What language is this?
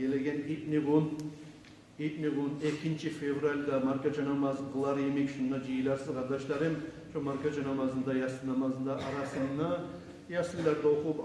Kumyk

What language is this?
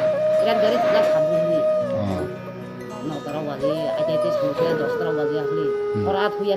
Kok Borok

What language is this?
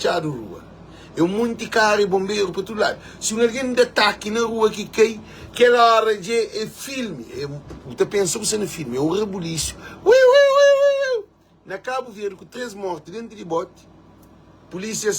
Kabuverdianu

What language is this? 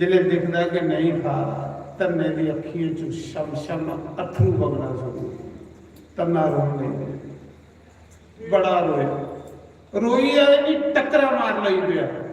Dogri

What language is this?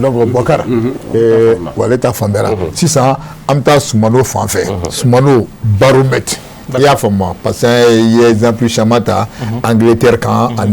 Bambara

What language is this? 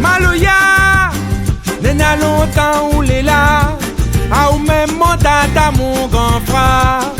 Réunion Creole French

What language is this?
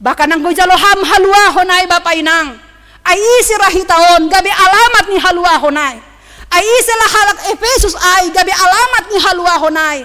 Batak Simalungun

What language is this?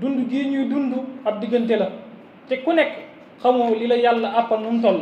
Wolof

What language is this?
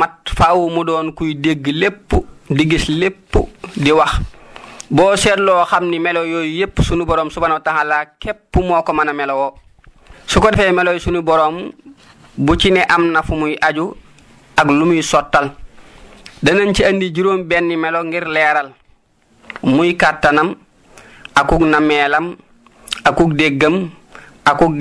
Wolof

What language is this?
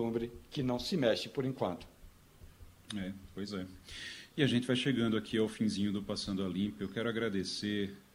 Portuguese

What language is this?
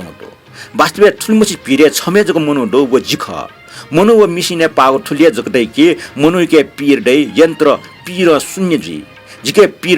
Newari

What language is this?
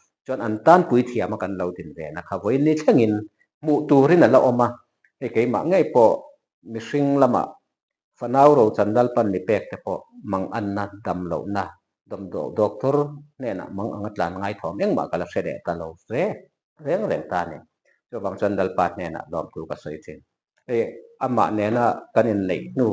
Mizo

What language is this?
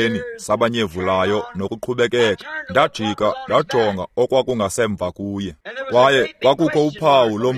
Xhosa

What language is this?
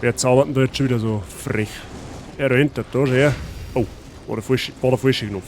Bavarian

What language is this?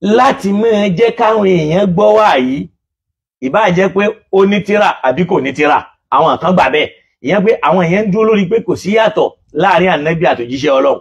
Yoruba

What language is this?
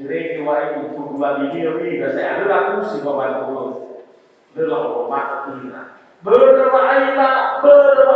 Nias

